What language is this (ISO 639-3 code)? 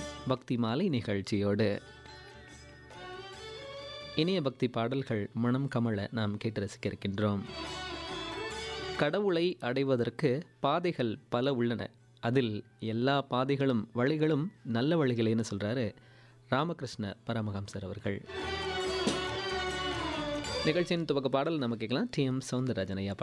tam